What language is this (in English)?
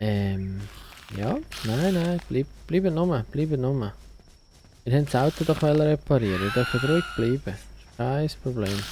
Swiss German